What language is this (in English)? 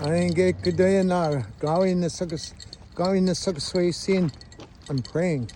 Chippewa